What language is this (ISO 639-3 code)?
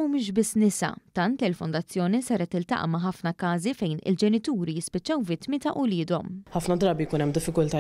mlt